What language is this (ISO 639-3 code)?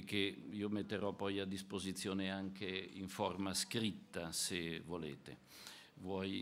ita